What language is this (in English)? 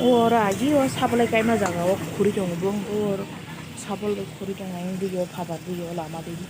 Kok Borok